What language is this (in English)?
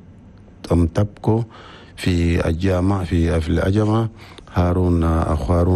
Chadian Arabic